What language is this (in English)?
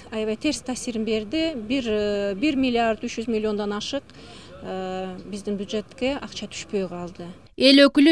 Kyrgyz